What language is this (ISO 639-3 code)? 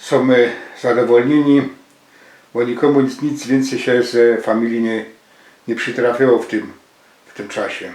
szl